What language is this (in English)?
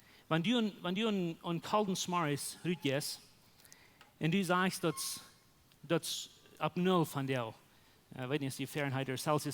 Plautdietsch